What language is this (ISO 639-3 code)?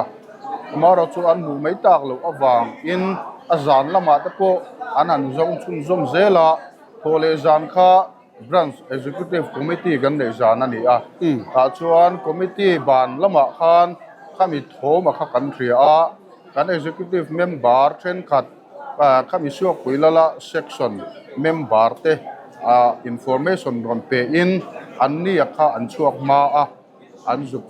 lus